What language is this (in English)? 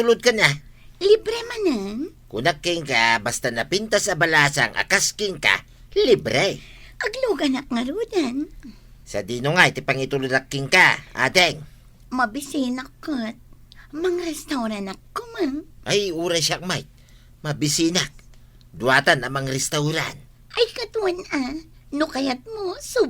Iloko